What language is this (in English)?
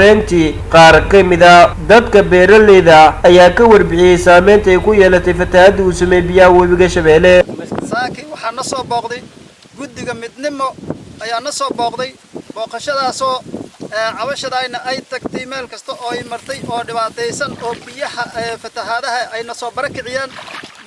Somali